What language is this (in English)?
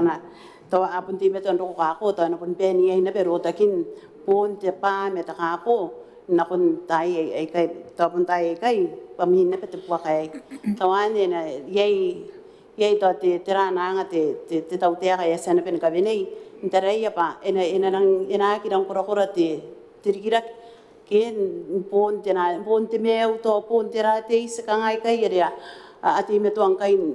Gilbertese